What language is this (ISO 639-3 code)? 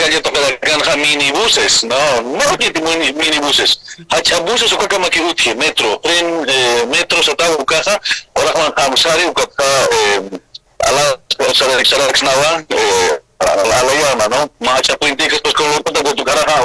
aym